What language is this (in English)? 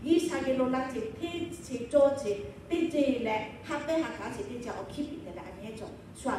Lahu